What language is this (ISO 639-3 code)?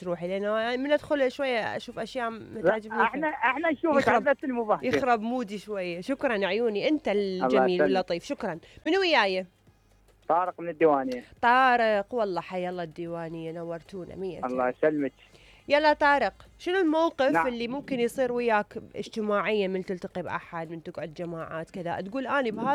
acm